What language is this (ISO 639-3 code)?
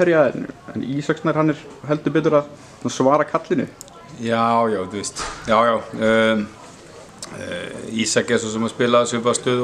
isl